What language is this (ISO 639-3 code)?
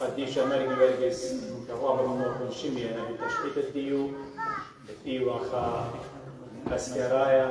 aii